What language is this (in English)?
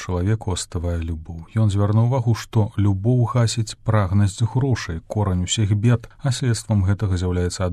Belarusian